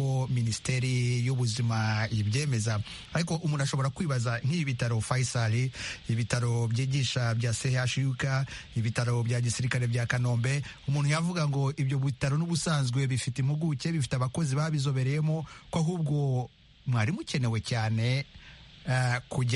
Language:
Kinyarwanda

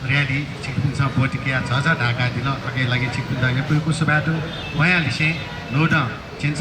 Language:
Newari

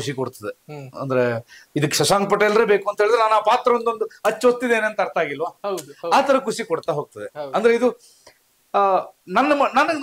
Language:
Kannada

